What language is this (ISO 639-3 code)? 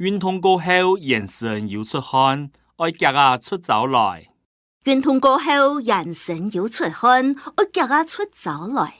hak